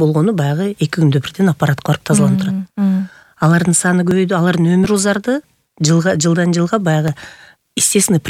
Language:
Kyrgyz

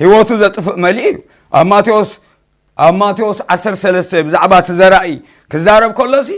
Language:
Tigrinya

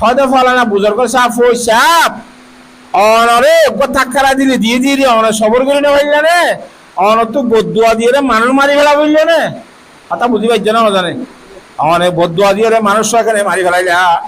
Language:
Rohingya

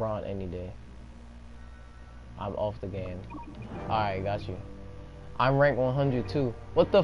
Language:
English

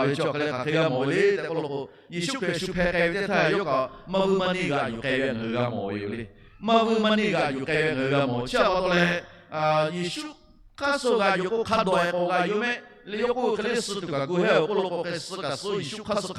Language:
Lahu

